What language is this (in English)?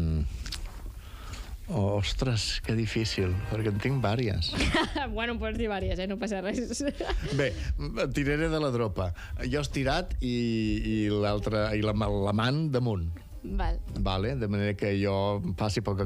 Catalan